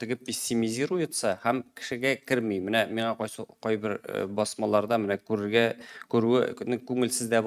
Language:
Tatar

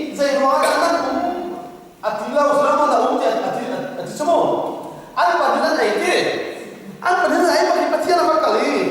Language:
Hakha Chin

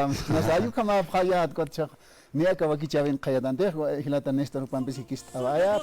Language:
Aymara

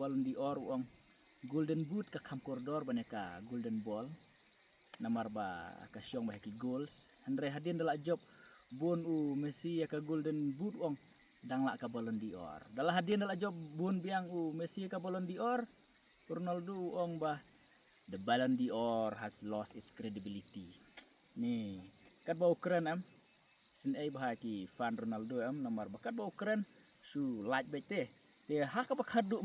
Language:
Khasi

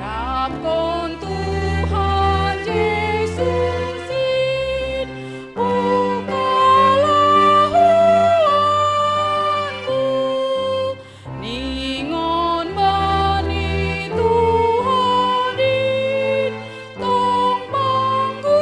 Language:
Batak Simalungun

